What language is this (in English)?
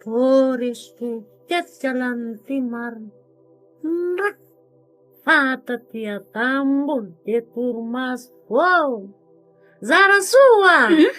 Malagasy